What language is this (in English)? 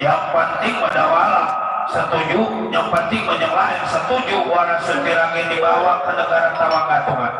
Betawi